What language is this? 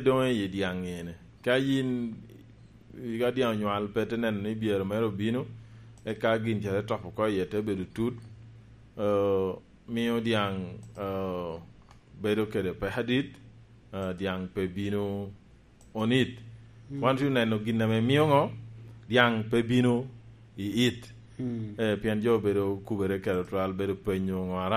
Lango (Uganda)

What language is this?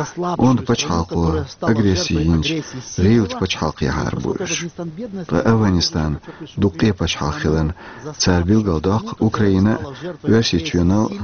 Chechen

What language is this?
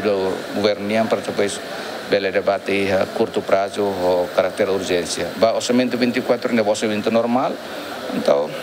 Tetum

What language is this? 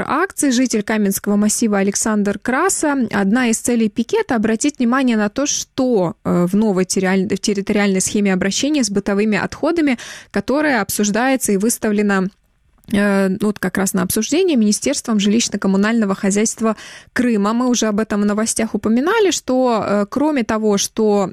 Russian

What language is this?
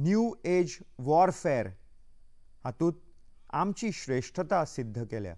Konkani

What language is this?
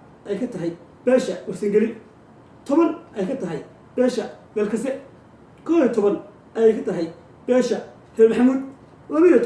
Somali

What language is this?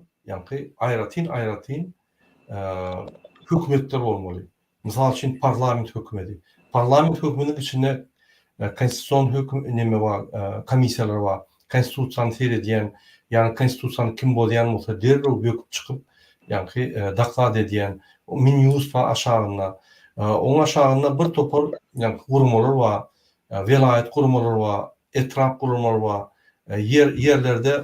Turkmen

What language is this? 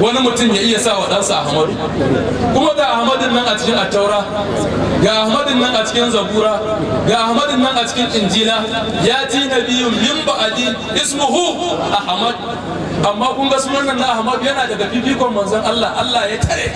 Hausa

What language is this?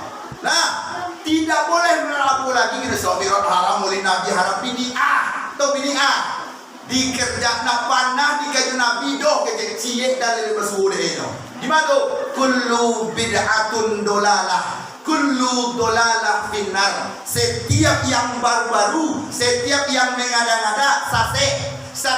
Minangkabau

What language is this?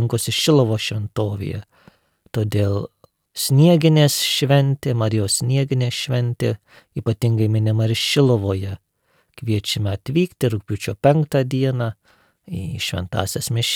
Lithuanian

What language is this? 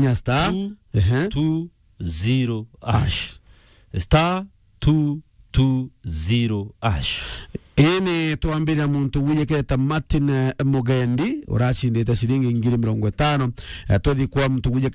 Meru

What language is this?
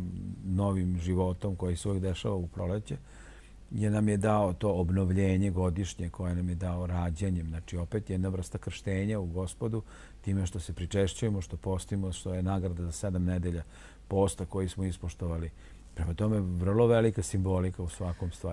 Serbian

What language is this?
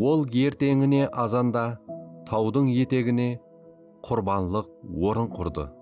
Kara-Kalpak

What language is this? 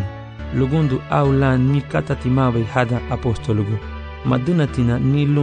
Garifuna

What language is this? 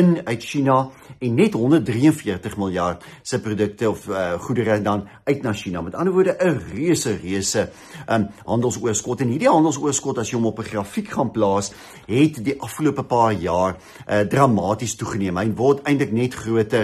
Afrikaans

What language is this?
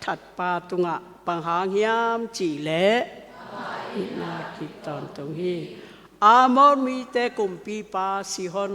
Tedim Chin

